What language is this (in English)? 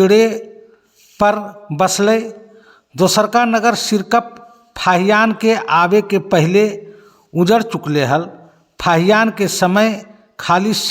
Magahi